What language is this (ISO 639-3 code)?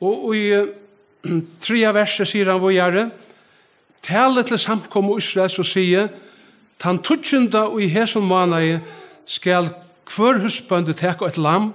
fao